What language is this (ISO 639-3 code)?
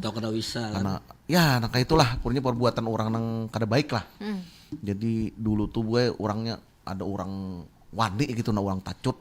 bjn